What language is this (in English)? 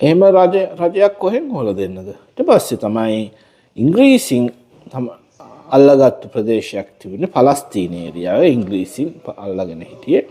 Sinhala